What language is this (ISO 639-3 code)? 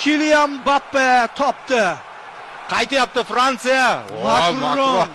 uzb